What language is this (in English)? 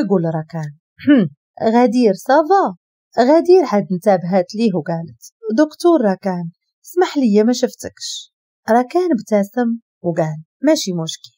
Moroccan Arabic